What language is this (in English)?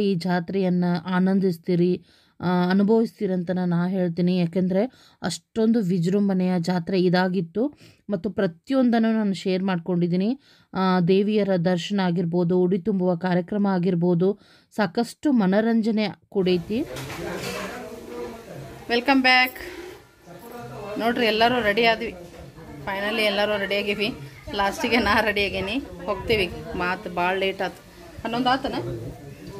Kannada